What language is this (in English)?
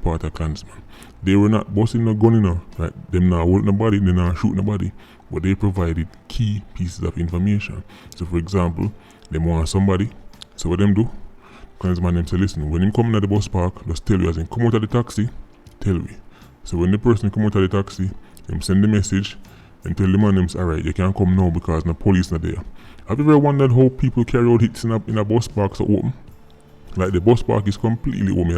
Jamaican Creole English